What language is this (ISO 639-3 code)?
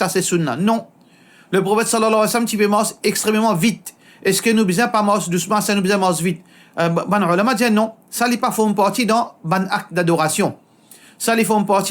mfe